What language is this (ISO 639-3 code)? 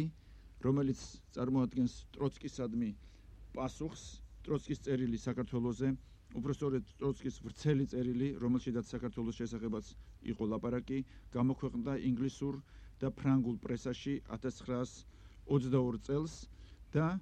kat